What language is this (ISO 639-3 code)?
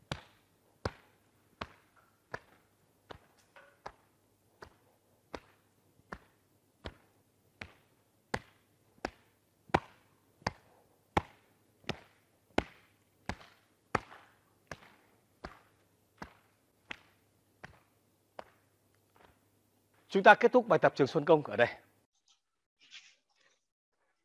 vie